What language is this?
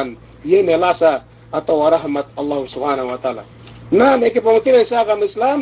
Yakan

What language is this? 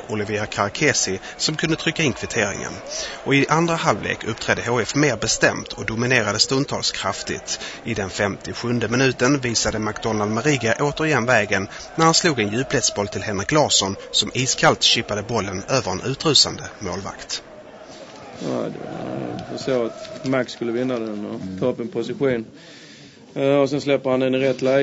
Swedish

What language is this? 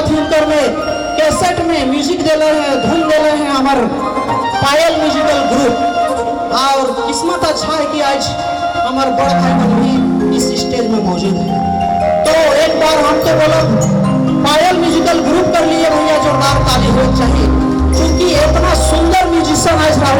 Sadri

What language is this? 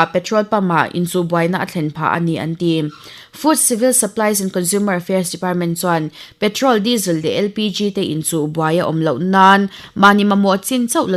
Mizo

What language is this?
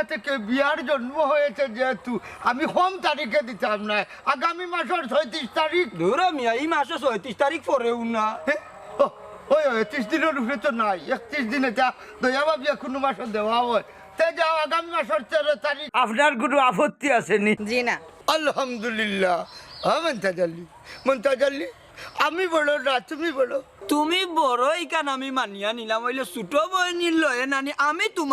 Sylheti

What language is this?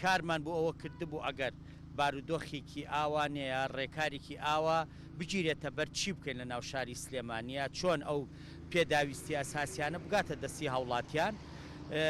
Central Kurdish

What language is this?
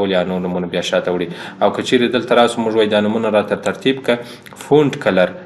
Pashto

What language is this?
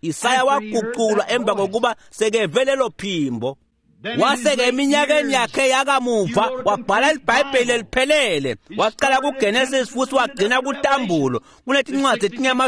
Swati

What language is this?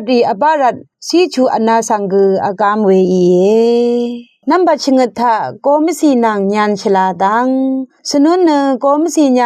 Rawang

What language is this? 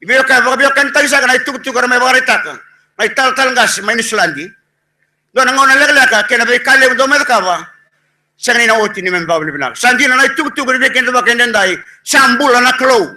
Fijian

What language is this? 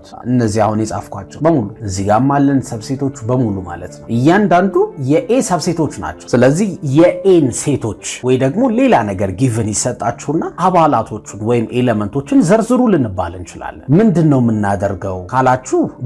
Amharic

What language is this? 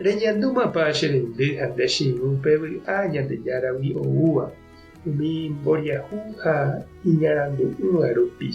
Guarani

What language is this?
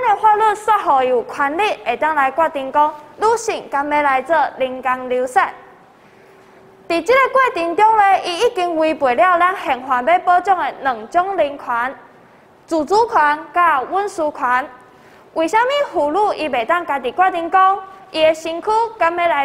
Min Nan Chinese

